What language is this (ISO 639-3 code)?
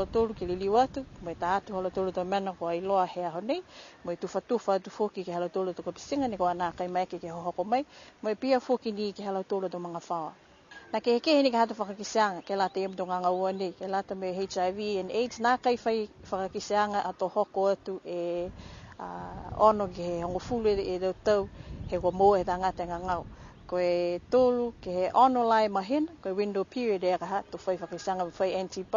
niu